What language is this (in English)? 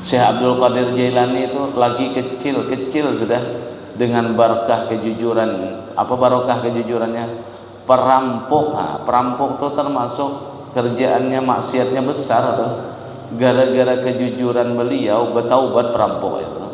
Banjar